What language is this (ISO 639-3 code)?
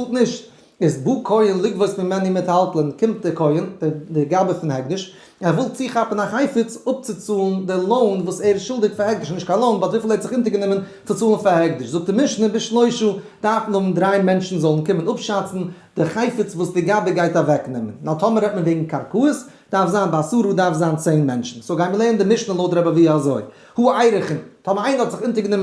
yid